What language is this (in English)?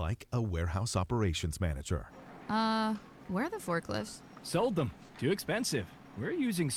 English